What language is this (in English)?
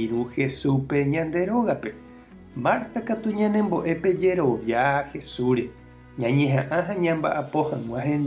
Guarani